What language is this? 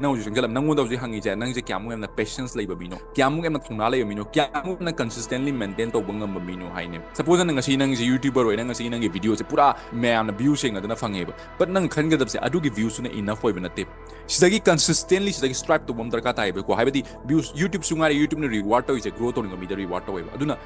Manipuri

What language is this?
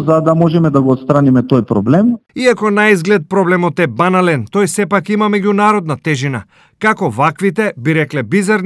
Macedonian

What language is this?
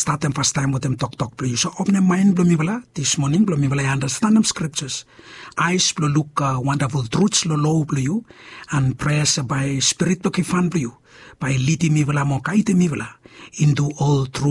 Bislama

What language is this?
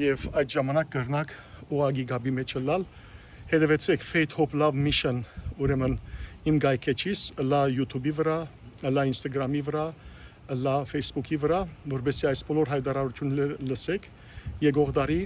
Western Armenian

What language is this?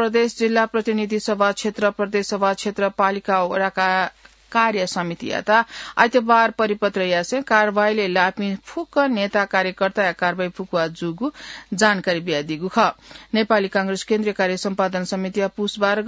Newari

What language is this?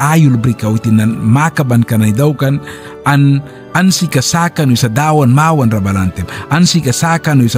Mískito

